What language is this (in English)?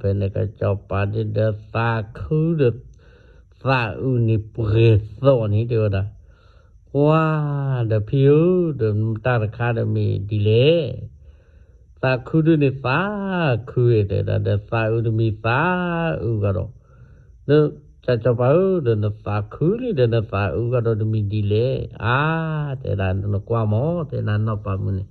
S'gaw Karen